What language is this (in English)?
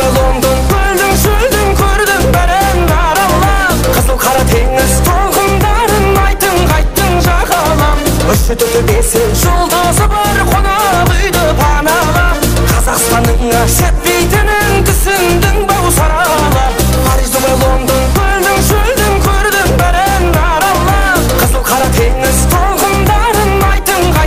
Kara-Kalpak